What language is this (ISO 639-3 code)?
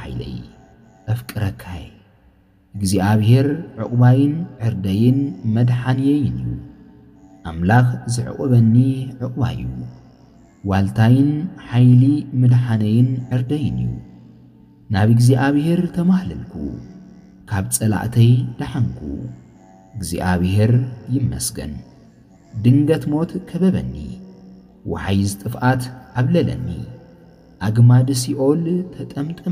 tir